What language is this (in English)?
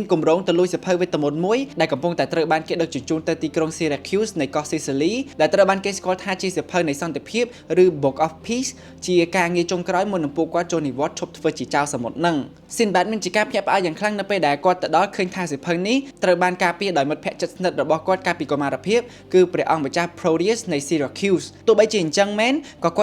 Khmer